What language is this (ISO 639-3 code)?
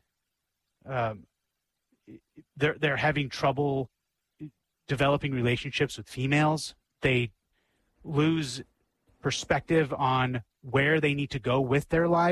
eng